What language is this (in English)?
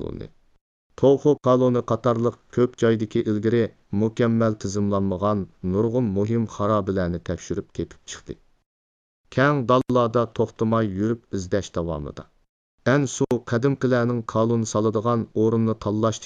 Uyghur